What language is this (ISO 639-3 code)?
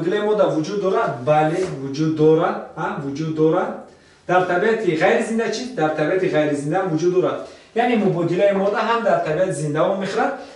tgk